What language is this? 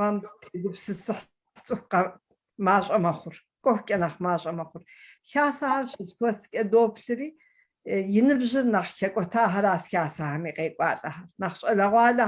Kabardian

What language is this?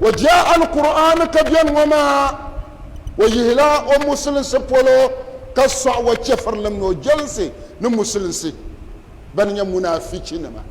Dagbani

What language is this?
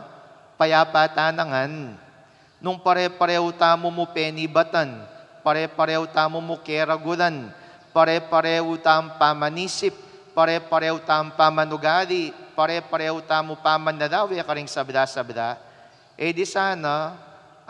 Pampanga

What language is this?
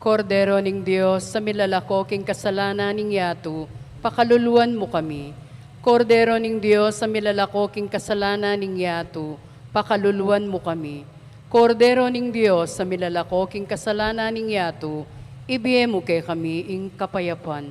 Pampanga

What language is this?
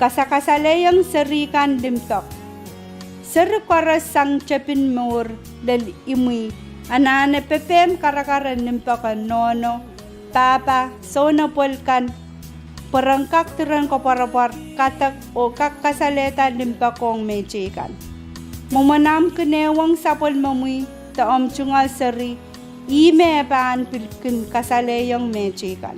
Pohnpeian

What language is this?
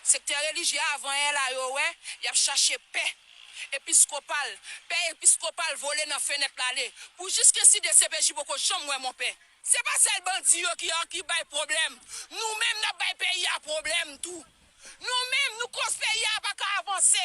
Haitian Creole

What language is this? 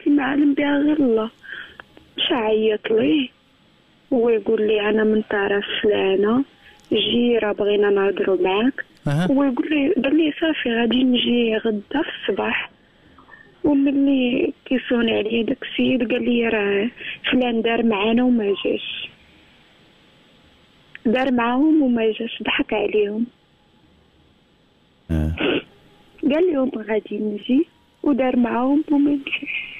Moroccan Arabic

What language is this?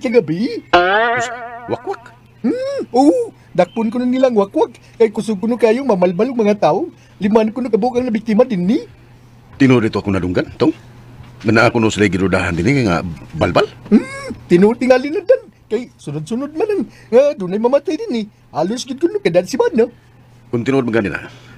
Cebuano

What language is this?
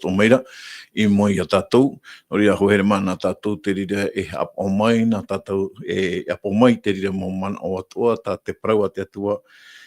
Tahitian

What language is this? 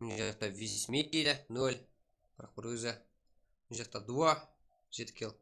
Kara-Kalpak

